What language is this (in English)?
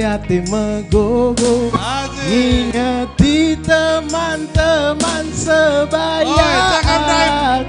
Batak Karo